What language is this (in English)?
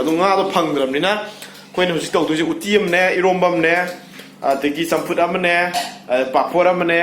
Manipuri